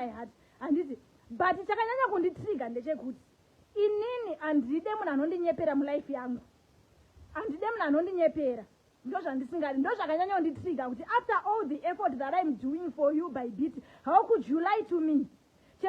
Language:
Shona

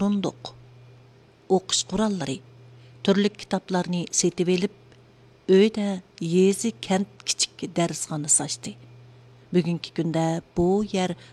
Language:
Uyghur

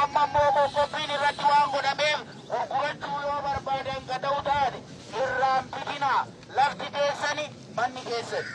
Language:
Oromo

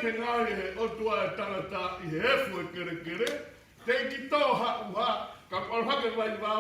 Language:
Tongan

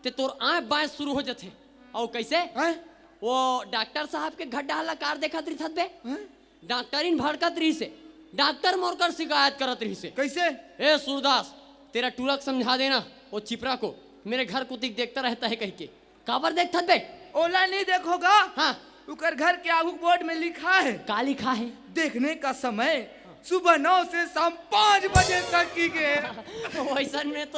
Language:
Chhattisgarhi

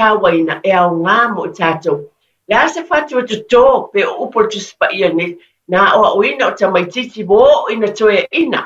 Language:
Samoan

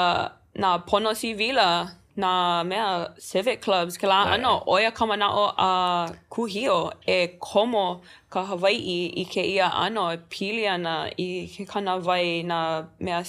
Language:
Hawaiian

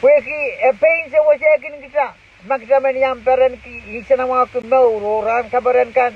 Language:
Pohnpeian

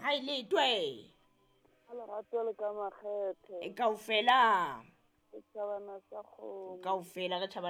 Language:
Southern Sotho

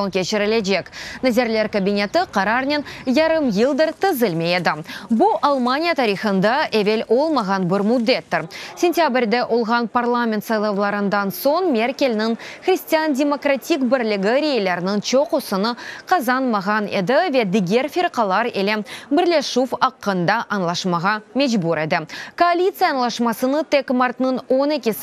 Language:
Crimean Tatar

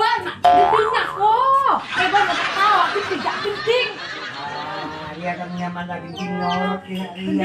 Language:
Madurese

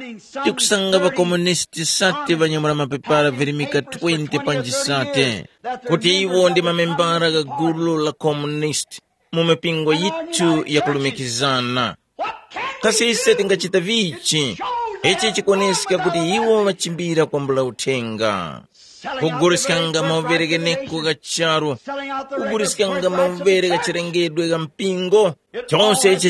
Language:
Tumbuka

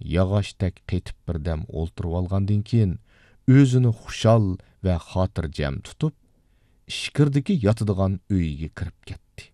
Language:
Uyghur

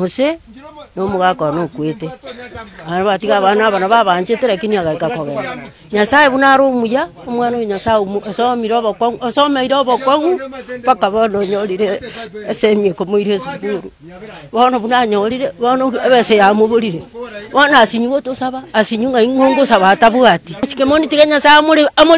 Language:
Gusii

